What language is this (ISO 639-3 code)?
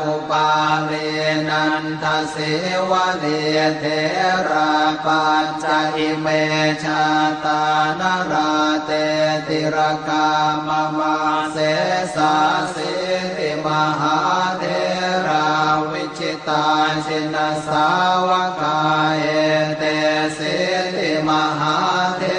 pli